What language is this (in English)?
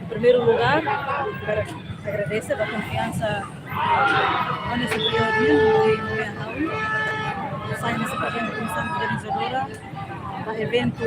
Tetum